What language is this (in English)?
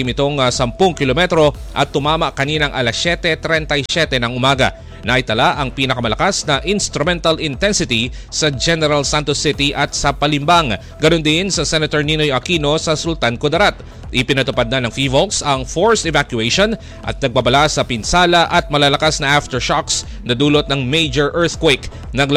Filipino